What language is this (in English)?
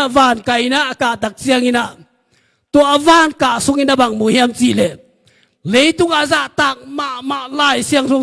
Tedim Chin